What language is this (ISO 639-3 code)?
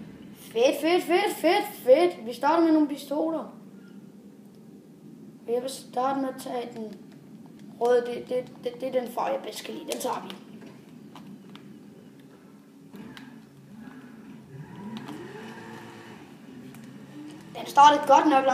dan